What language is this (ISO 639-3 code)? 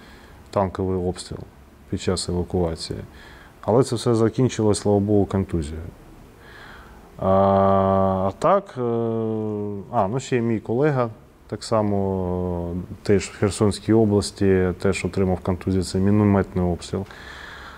ukr